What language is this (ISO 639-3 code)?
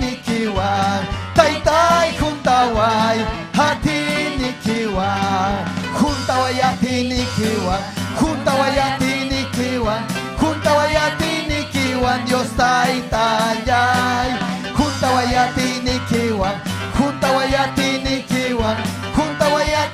quy